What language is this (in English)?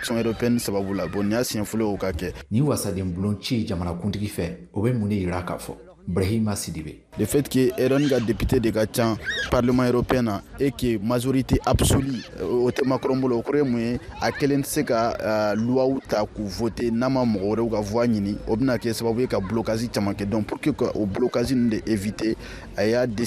Bambara